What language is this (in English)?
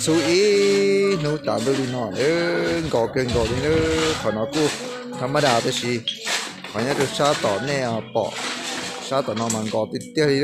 Hmong